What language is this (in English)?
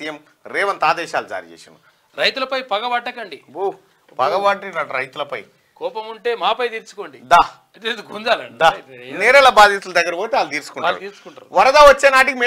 Telugu